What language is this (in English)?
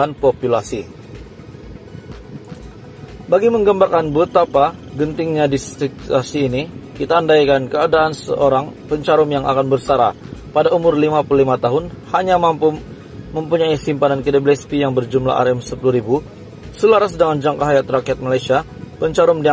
Malay